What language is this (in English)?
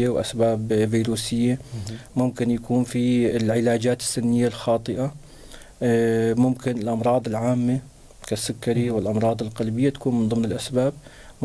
North Levantine Arabic